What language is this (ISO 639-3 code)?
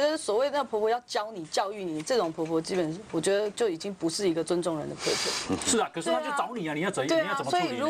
zho